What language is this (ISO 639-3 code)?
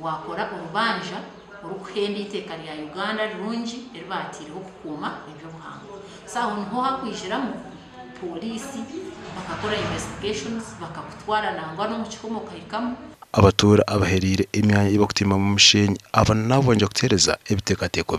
nyn